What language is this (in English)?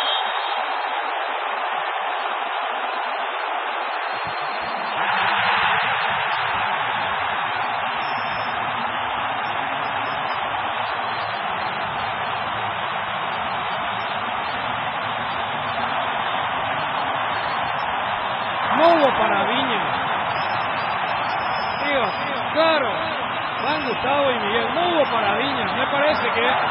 Spanish